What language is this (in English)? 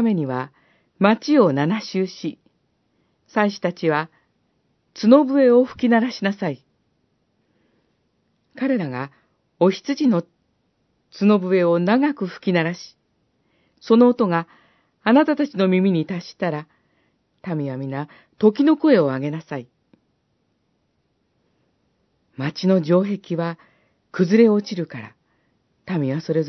Japanese